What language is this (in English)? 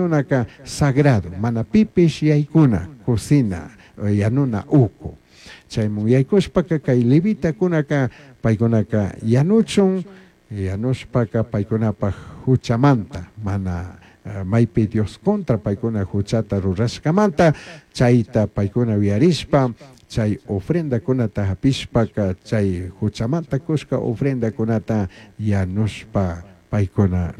Chimborazo Highland Quichua